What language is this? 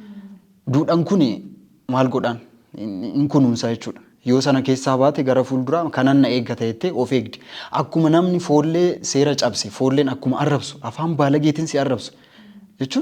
Oromo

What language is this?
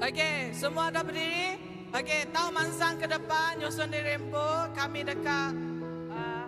Iban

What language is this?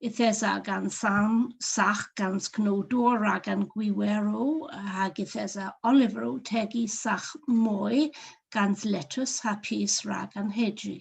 Cornish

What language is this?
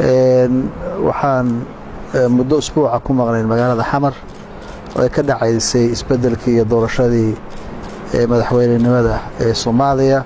Somali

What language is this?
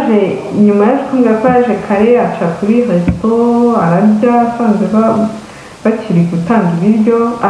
Kinyarwanda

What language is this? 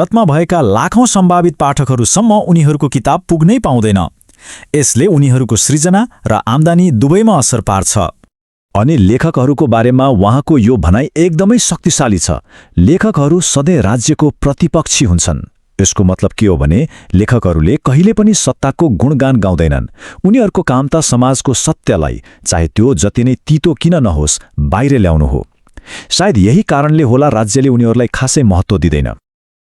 Nepali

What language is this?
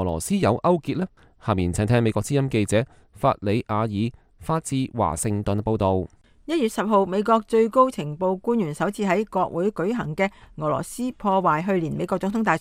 Cantonese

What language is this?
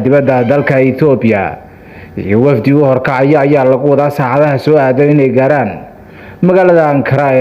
Somali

